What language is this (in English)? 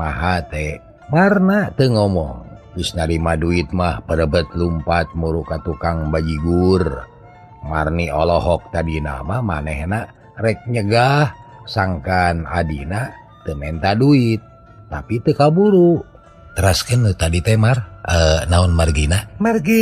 Sundanese